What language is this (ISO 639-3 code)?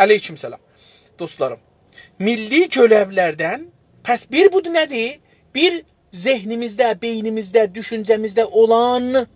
azb